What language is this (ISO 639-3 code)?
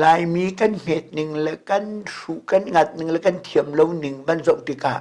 cnh